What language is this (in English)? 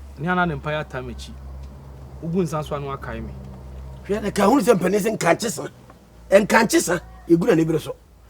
Akan